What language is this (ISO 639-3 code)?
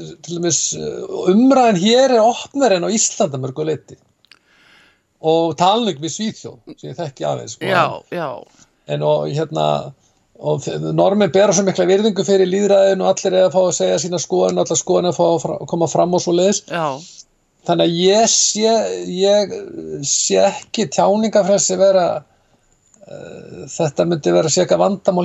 isl